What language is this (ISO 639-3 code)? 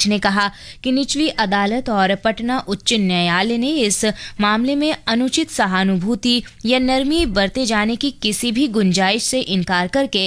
hin